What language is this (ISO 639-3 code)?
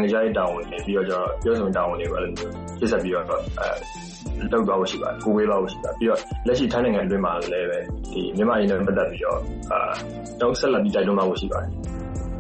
mya